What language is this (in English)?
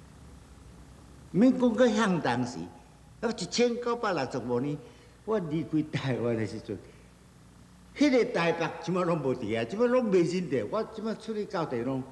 Min Nan Chinese